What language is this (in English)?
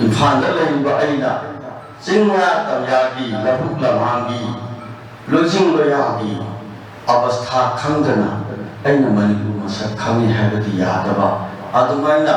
Manipuri